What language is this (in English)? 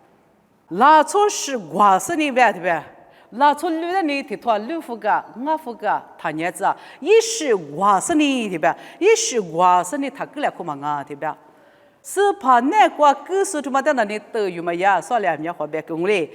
Lisu